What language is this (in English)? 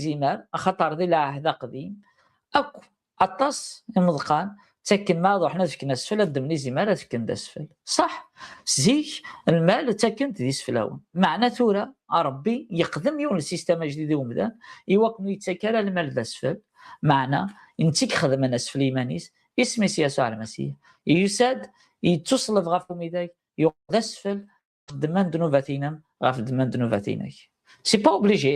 Kabyle